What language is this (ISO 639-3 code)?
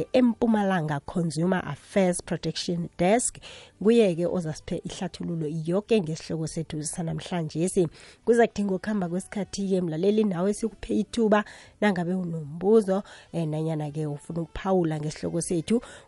nbl